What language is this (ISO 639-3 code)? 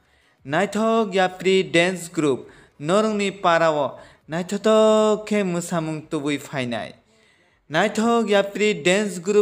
trp